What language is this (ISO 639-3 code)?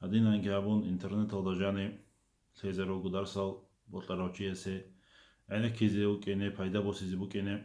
ava